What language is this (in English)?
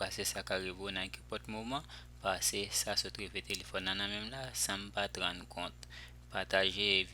Haitian Creole